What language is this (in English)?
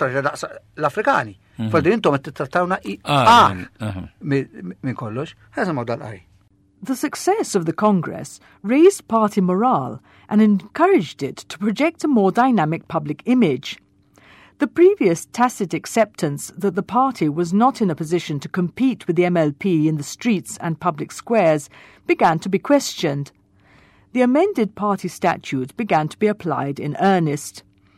Maltese